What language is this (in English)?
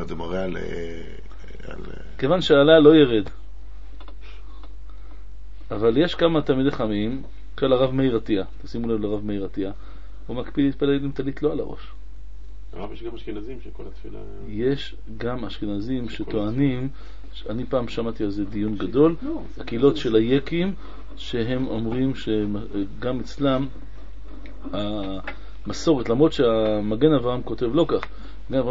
Hebrew